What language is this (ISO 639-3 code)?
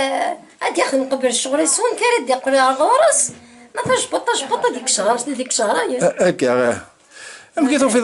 kab